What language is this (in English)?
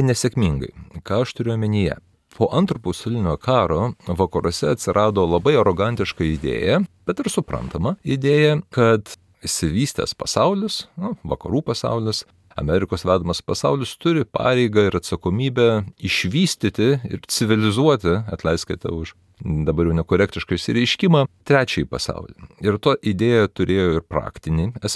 Lithuanian